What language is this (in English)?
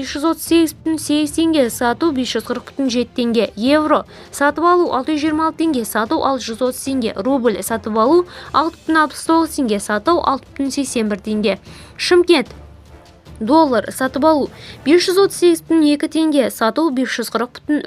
Kazakh